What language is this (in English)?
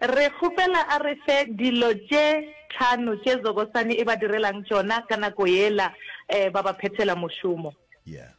Northern Sotho